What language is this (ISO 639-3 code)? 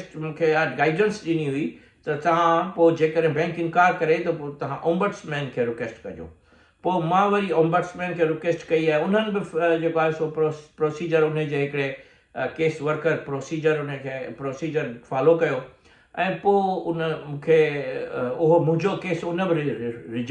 snd